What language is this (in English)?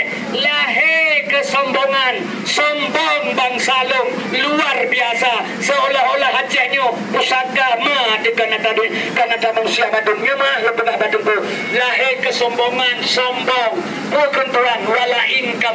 Achinese